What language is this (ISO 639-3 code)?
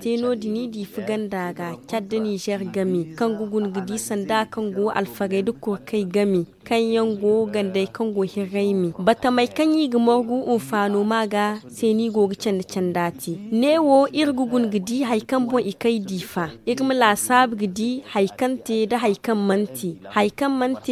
dje